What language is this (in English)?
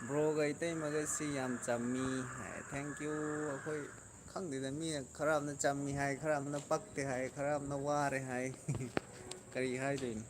Manipuri